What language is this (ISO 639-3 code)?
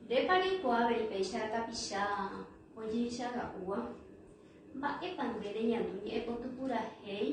grn